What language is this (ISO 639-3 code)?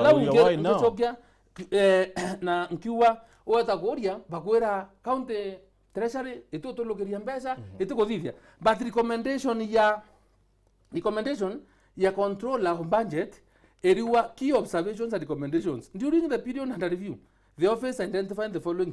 mer